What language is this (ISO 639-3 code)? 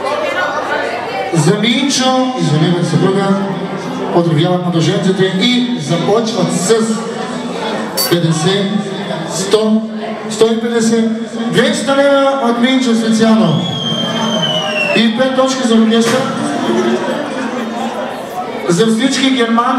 bul